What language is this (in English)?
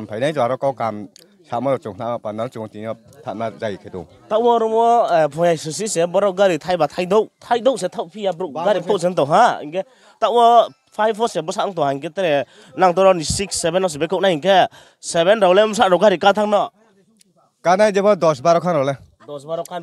Riang (India)